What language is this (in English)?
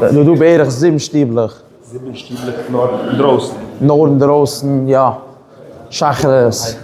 Yiddish